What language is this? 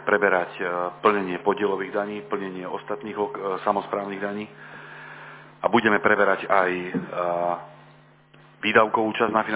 Slovak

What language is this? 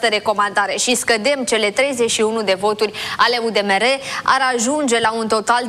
Romanian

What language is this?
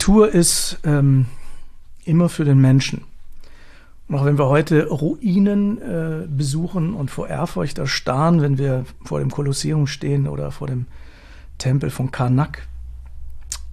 German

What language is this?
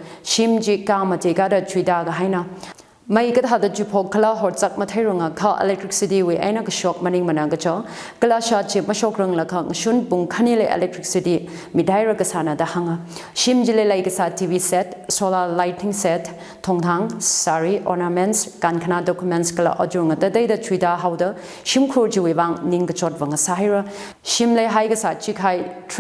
Tangkhul Naga (India)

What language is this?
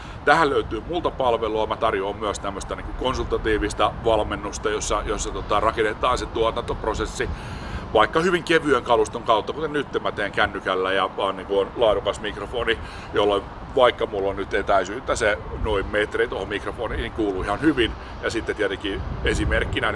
Finnish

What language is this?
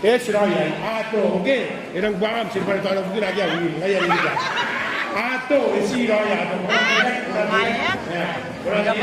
Gilbertese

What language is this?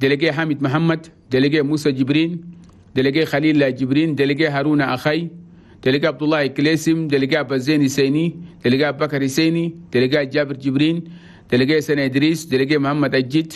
Chadian Arabic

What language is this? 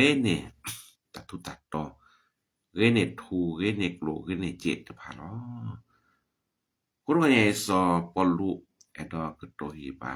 S'gaw Karen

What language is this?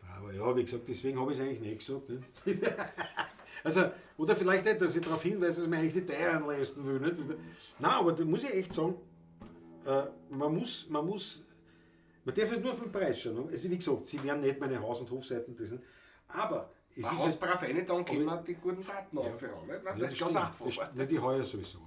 Bavarian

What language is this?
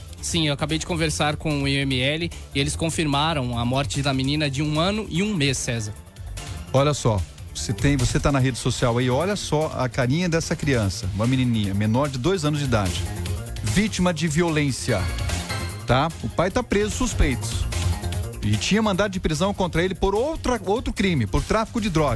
Portuguese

